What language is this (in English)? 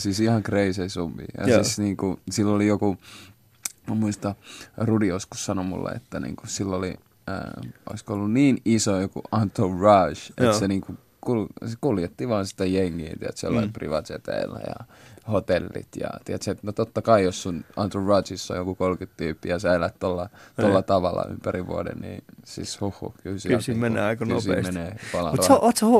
Finnish